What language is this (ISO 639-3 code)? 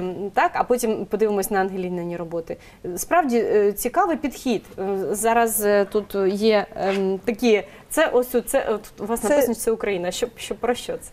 ukr